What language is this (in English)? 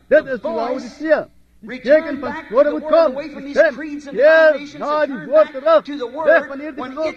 Afrikaans